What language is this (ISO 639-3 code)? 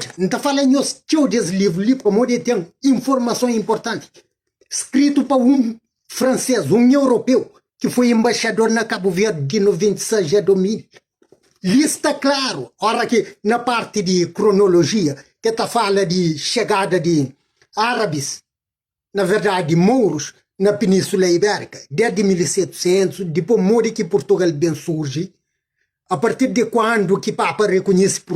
kea